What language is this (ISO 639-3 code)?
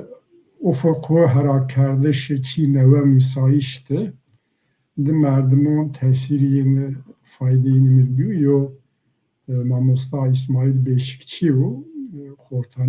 zza